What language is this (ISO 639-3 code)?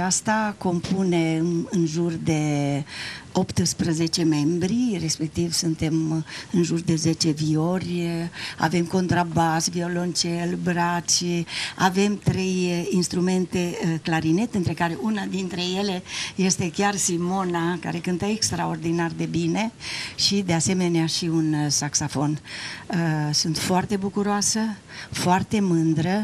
ron